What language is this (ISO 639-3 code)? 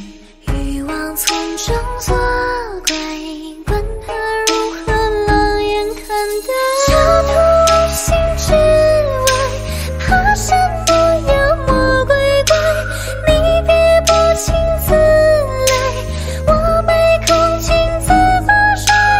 zho